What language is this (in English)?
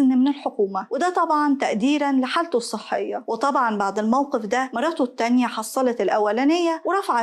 Egyptian Arabic